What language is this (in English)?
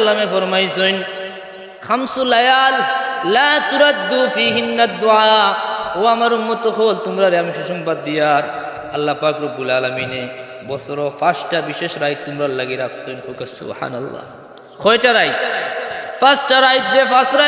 Sylheti